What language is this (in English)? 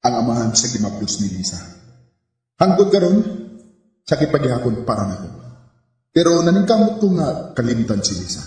Cebuano